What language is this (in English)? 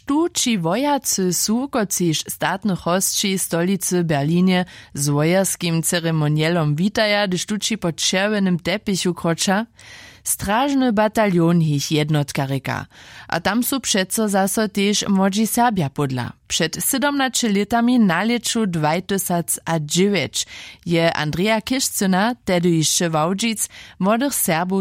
Upper Sorbian